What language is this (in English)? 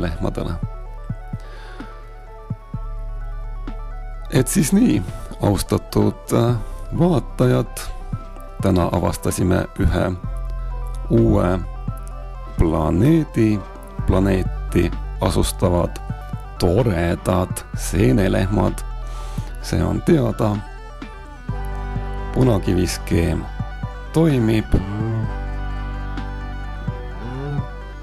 Estonian